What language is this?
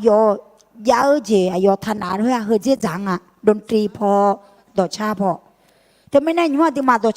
Akha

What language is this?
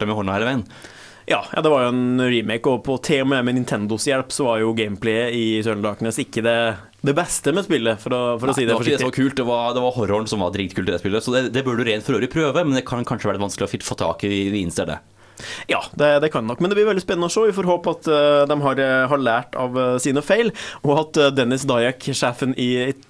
Norwegian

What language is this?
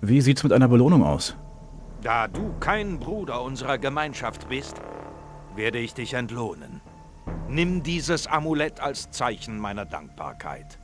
Bavarian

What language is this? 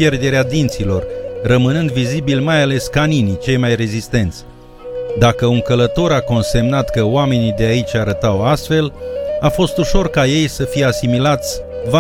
Romanian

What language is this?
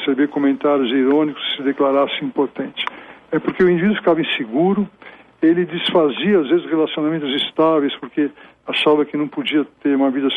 Portuguese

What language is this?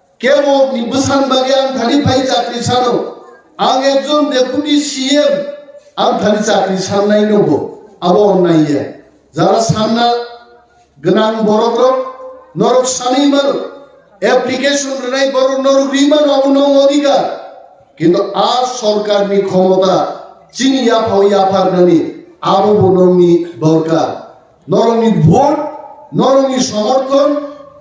Kok Borok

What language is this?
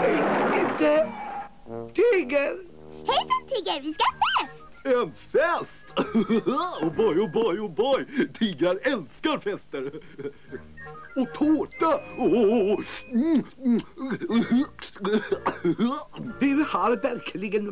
Swedish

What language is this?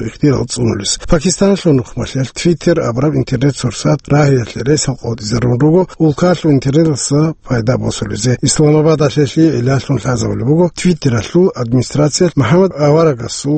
Avaric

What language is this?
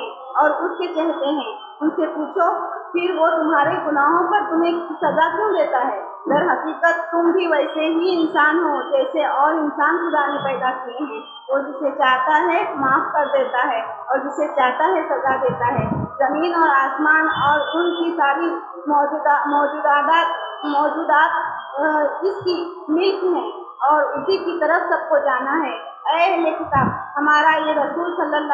Urdu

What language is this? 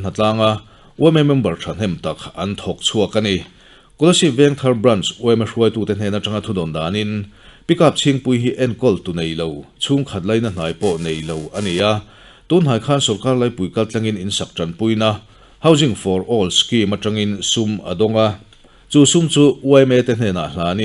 Mizo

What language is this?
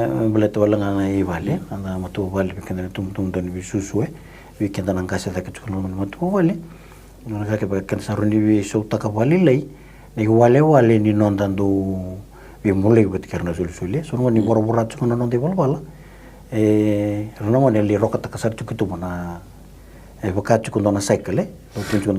Fijian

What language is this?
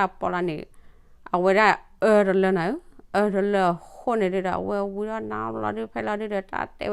S'gaw Karen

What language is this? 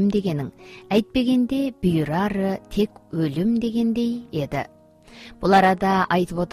Kazakh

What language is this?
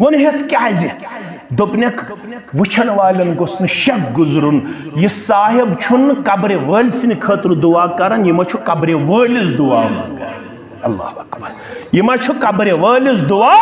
Kashmiri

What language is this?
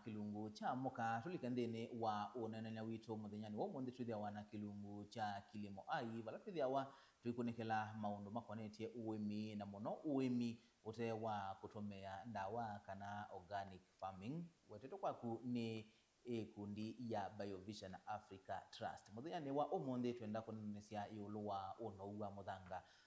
Kamba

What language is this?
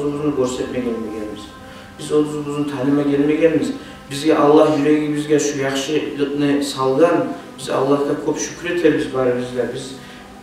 Kumyk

